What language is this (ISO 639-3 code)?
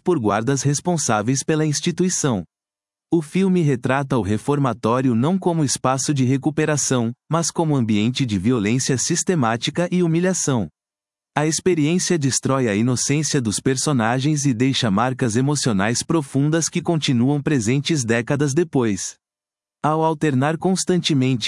por